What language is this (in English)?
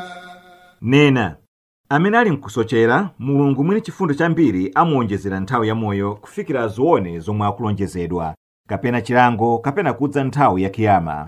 Nyanja